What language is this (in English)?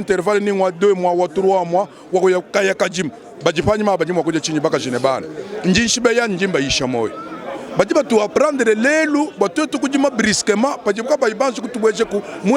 Luba-Lulua